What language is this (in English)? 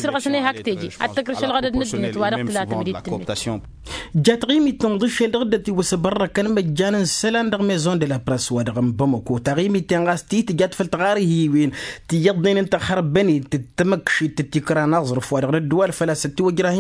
Tamasheq